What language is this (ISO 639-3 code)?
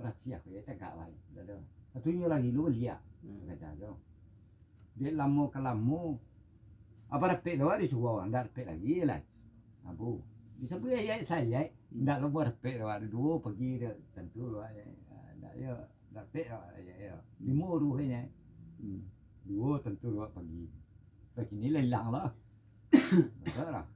min